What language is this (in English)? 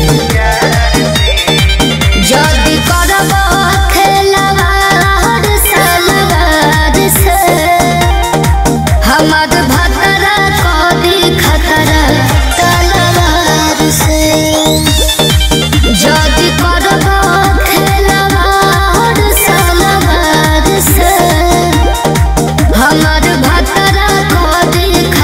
Bhojpuri